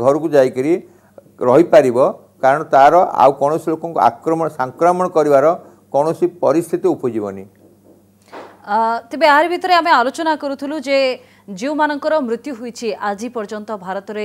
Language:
Odia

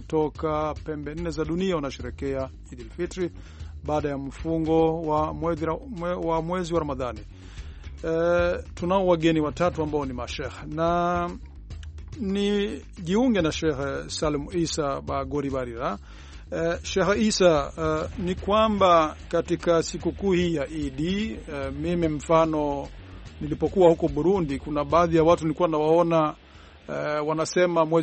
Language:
Swahili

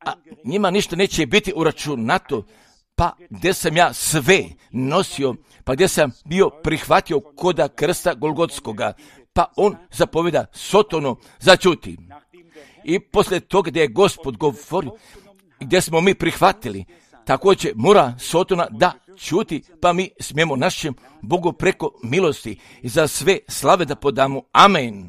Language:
Croatian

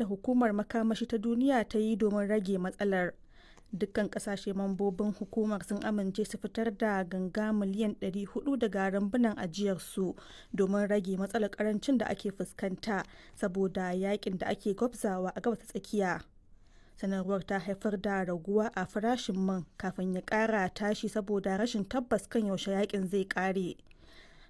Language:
Hausa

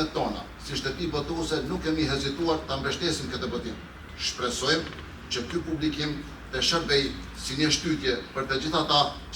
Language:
Albanian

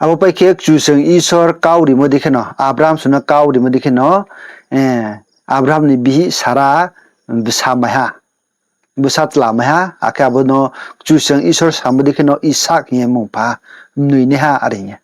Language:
Riang (India)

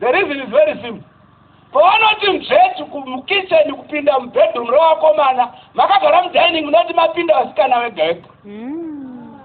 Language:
Shona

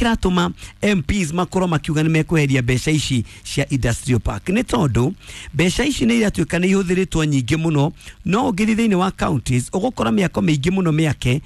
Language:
Kikuyu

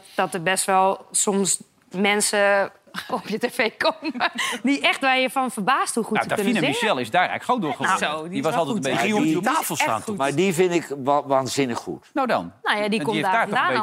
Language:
Dutch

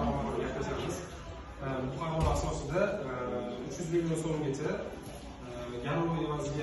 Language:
Uzbek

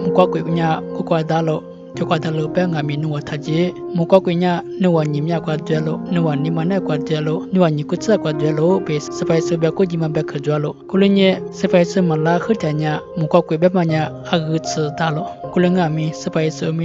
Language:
Lisu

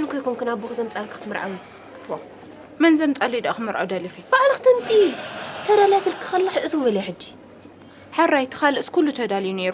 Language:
Tigrinya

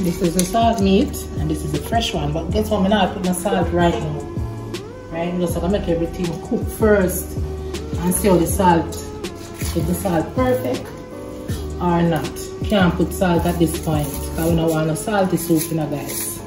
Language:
Jamaican Creole English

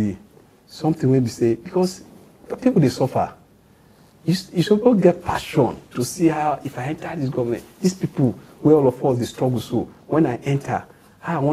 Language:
Nigerian Pidgin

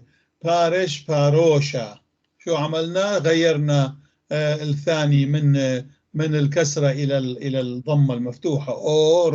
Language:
North Levantine Arabic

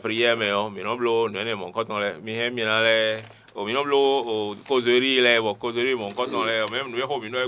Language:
Fon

